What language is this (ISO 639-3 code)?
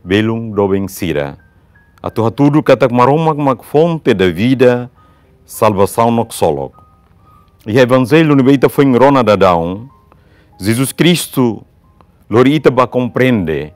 tet